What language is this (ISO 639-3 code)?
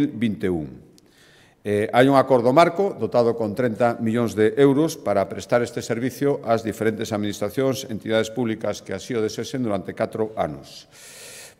glg